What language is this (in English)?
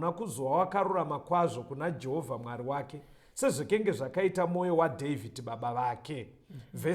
Shona